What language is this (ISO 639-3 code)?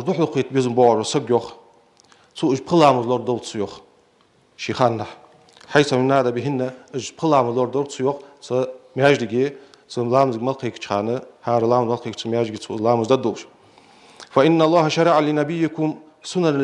inh